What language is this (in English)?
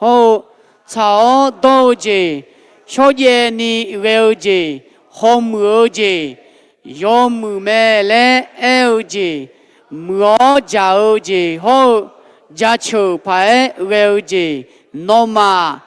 Akha